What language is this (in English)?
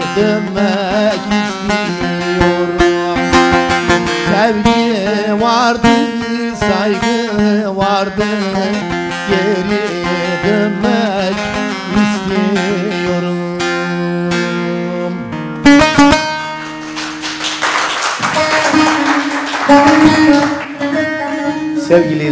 Turkish